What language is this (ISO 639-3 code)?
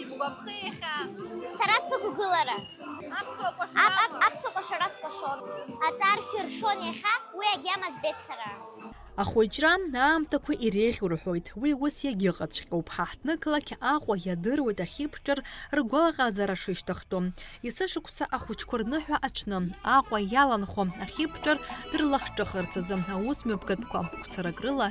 abk